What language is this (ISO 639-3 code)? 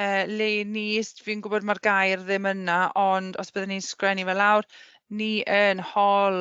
cym